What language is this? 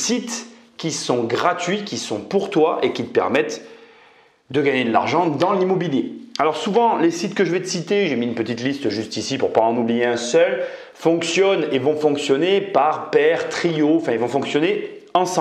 French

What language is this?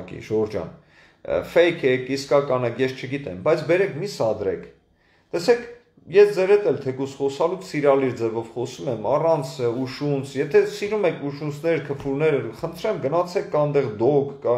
Armenian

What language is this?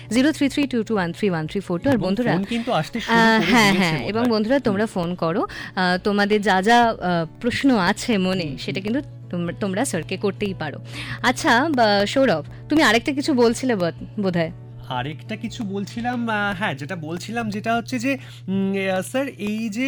Bangla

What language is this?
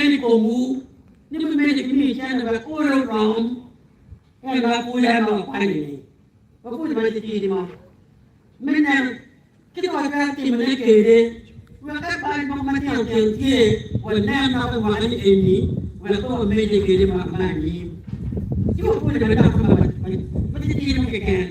Acoli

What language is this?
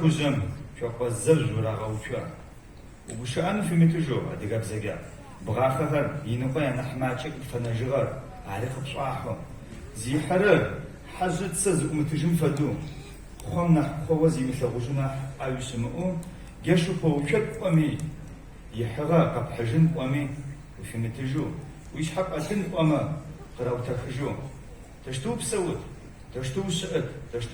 Adyghe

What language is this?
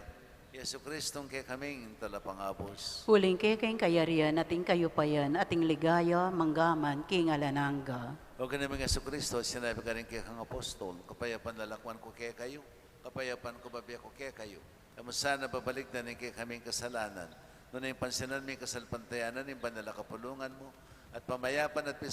Pampanga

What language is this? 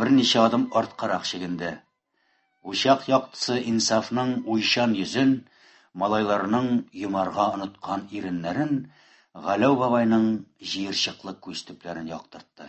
Tatar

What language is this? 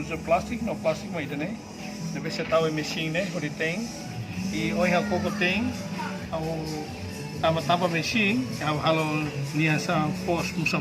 Tetum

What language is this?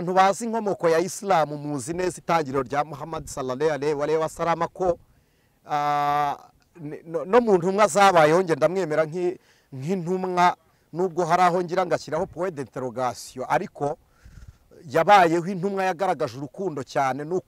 Kinyarwanda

